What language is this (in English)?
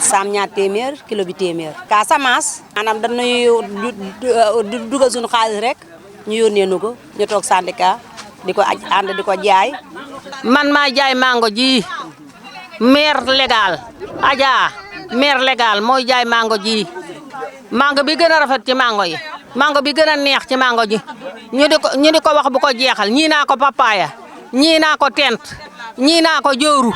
Wolof